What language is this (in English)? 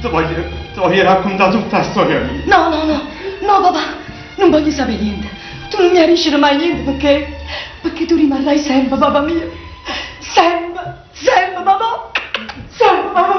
Neapolitan